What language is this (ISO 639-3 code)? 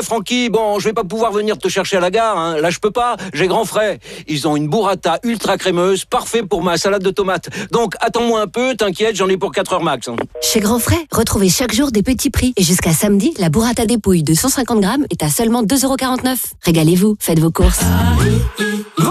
fra